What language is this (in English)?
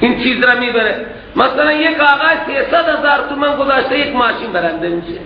Persian